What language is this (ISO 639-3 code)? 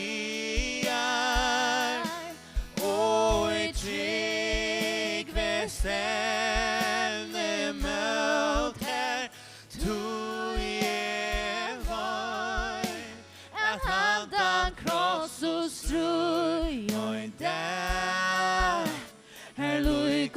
fao